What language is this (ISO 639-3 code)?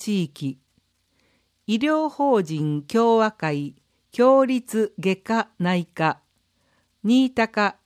jpn